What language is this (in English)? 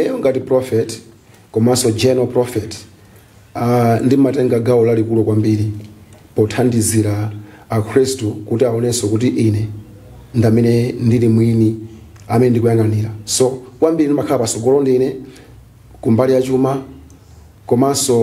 Nyanja